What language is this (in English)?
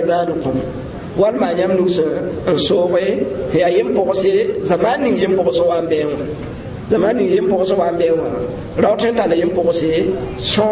Mossi